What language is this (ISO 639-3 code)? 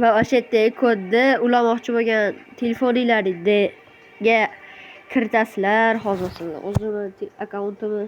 uzb